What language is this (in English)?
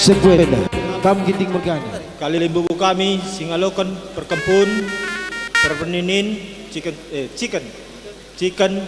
Batak Karo